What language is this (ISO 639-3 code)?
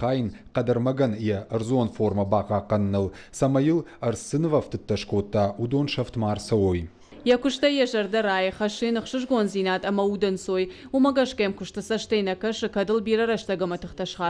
oss